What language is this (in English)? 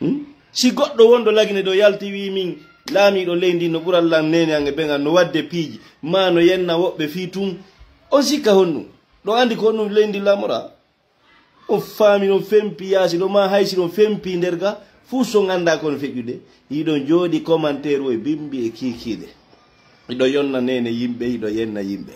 Fula